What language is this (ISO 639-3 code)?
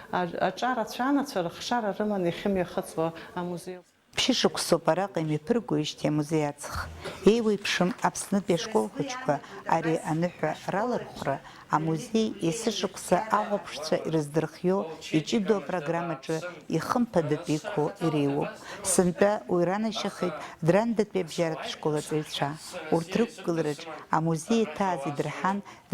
abk